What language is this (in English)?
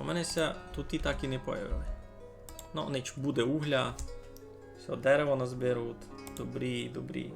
Rusyn